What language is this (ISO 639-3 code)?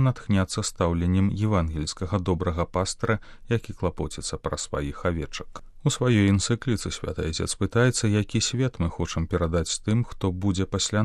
bel